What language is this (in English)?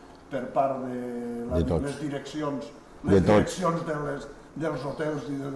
Catalan